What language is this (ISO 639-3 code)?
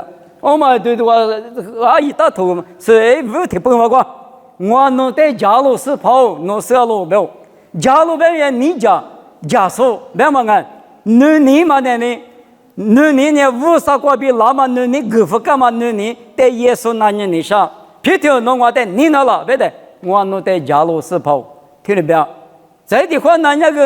lis